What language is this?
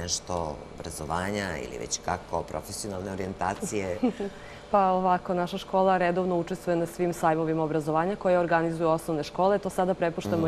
Serbian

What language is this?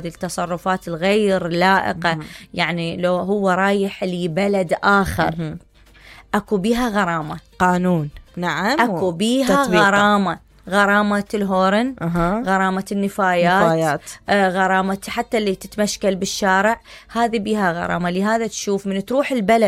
Mesopotamian Arabic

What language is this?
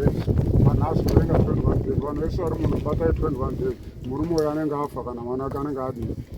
Shona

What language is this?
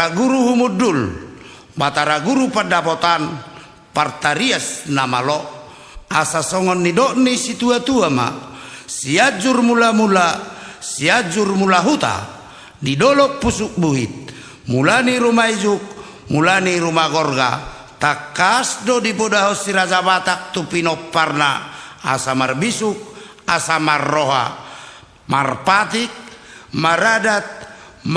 Batak Toba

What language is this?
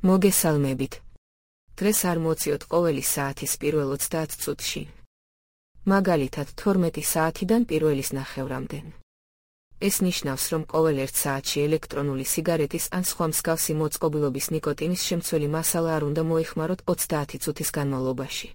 Georgian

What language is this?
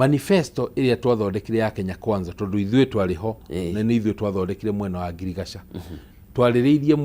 Kikuyu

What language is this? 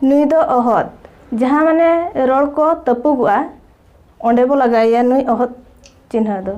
Santali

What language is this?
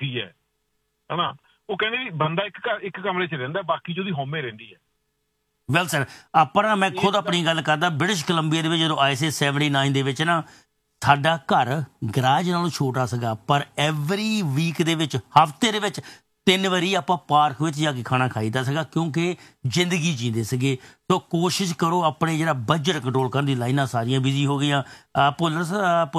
Punjabi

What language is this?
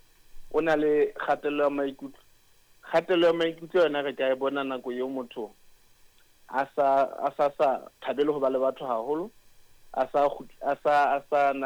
Southern Sotho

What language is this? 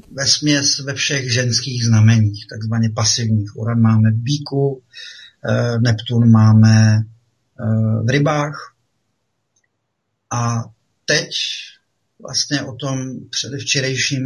Czech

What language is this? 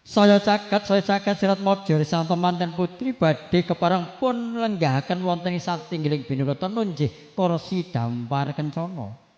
Javanese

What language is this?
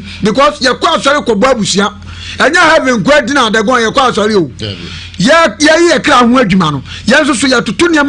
Akan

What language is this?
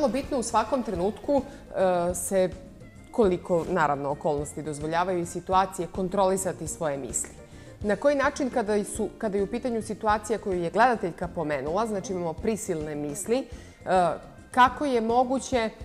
Serbian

